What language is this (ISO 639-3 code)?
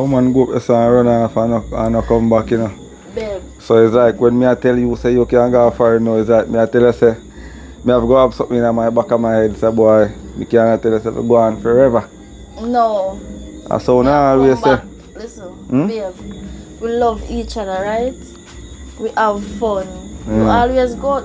jam